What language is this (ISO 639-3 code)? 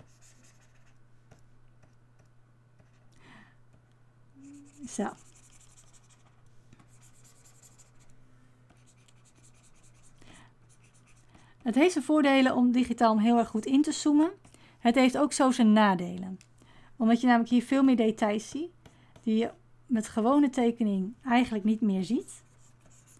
nld